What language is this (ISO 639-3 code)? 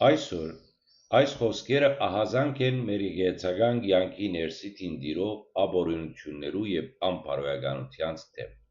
hyw